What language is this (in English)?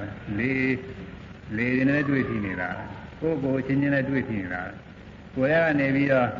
Burmese